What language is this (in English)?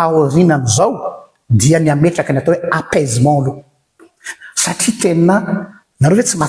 Malagasy